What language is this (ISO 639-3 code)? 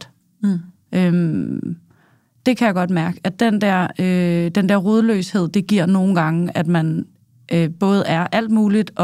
dan